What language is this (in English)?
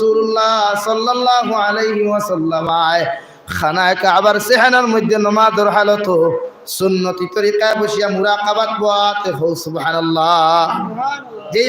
Sylheti